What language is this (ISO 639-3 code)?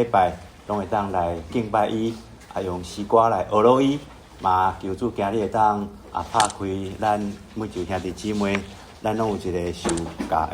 nan